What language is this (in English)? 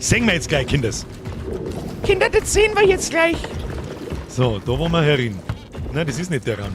Bavarian